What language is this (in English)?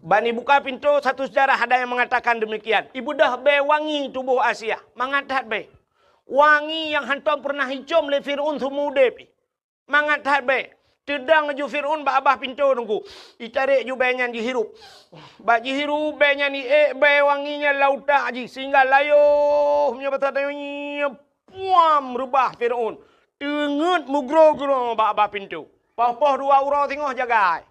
Achinese